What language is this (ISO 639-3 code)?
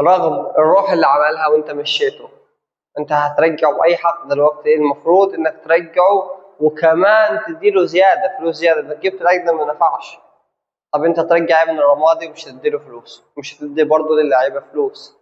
arz